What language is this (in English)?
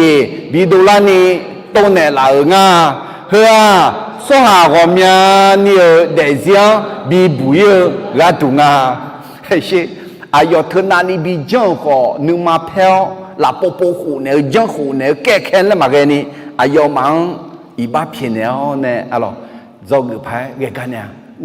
Akha